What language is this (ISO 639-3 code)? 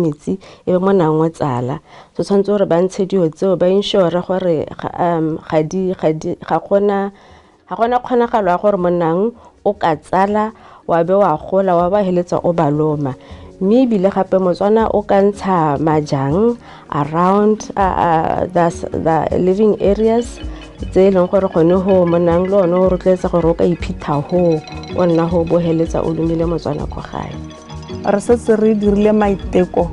tsn